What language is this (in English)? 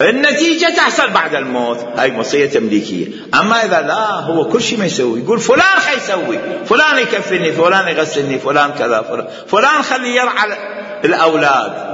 Mesopotamian Arabic